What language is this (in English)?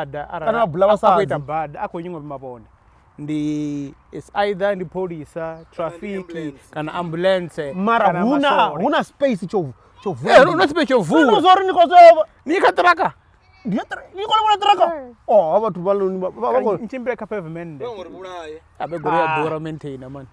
Venda